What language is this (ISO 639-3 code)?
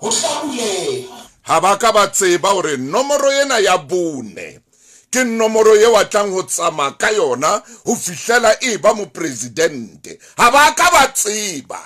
sot